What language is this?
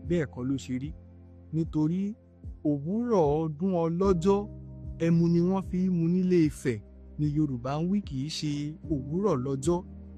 Yoruba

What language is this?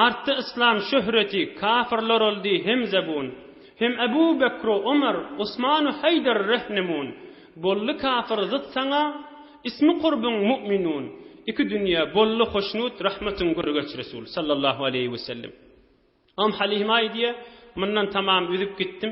Turkmen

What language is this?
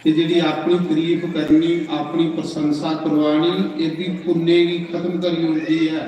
Dogri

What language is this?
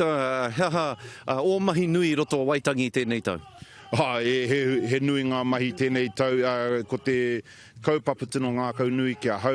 Māori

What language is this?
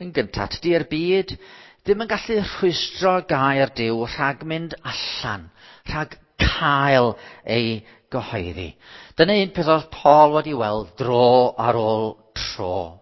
Welsh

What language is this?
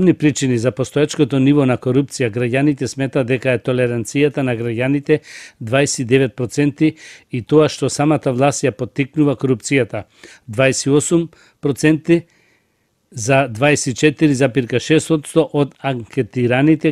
Macedonian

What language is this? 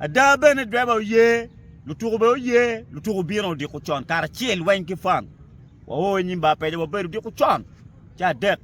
Acoli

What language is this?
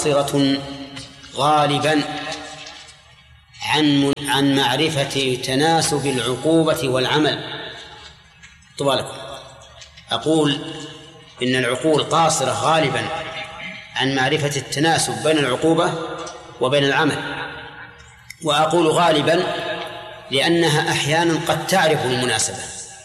Arabic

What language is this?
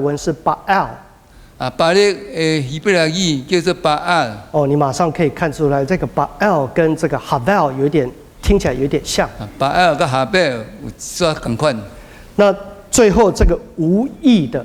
Min Nan Chinese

